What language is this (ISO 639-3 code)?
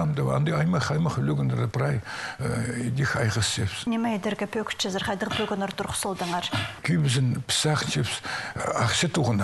kjh